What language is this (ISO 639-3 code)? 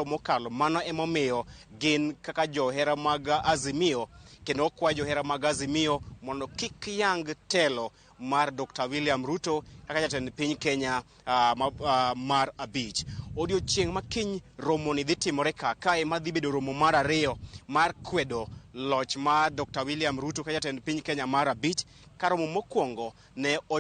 luo